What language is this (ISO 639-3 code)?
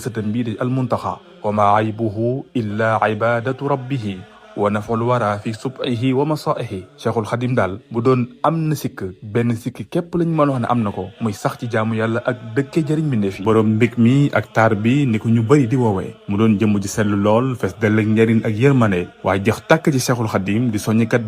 wol